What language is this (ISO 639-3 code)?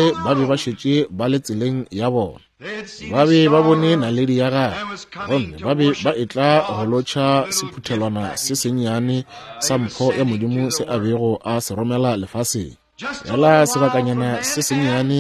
nso